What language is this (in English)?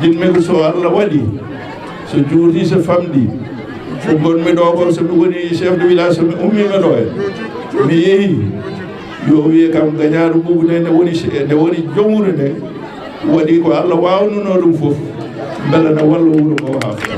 Fula